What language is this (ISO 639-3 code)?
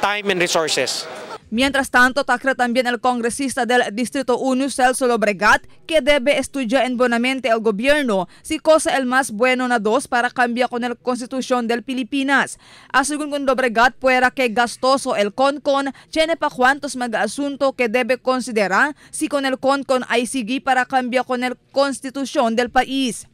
cbk